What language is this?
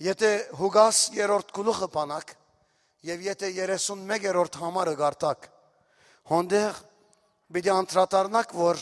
Western Armenian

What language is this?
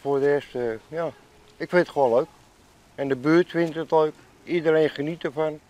Western Frisian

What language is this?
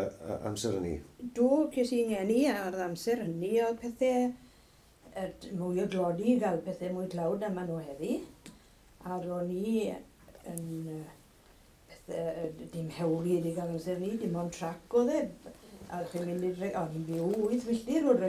Welsh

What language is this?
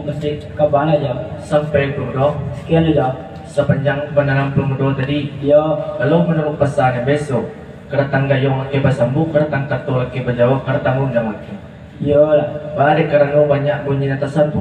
Minangkabau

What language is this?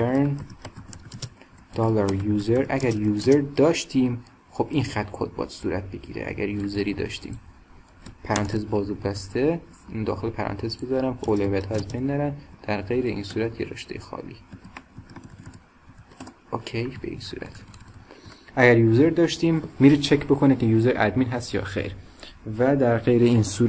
Persian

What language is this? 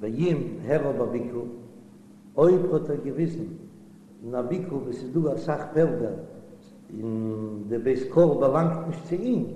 Yiddish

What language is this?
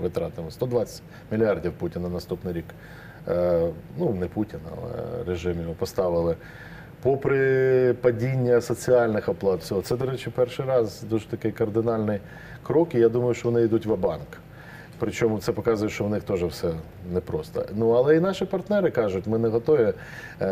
Ukrainian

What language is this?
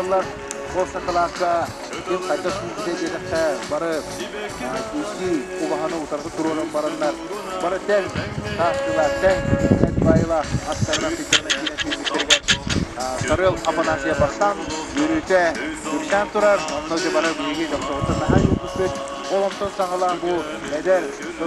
Yakut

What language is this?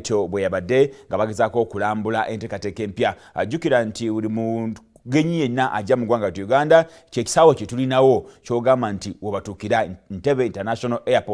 Ganda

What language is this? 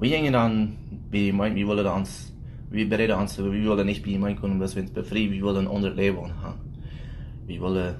Plautdietsch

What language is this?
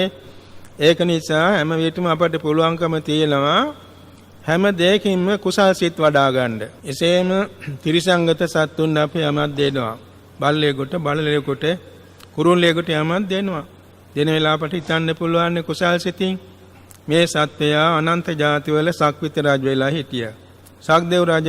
Sinhala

